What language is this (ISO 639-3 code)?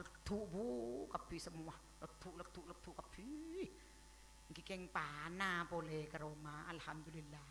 mad